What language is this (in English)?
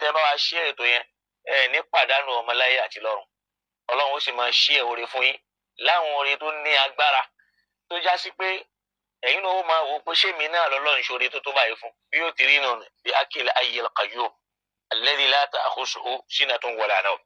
Yoruba